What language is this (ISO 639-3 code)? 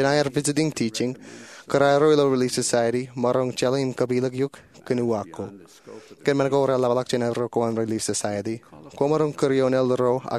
mah